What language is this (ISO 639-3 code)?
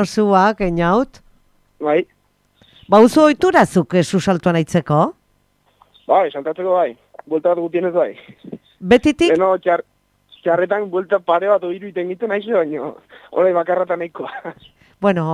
eus